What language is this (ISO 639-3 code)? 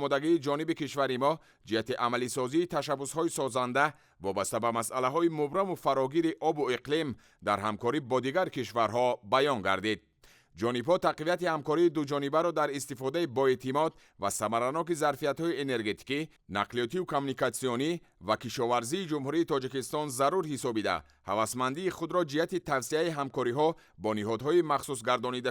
tgk